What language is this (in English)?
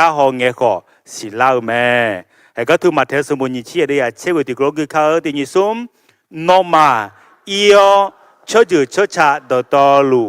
Akha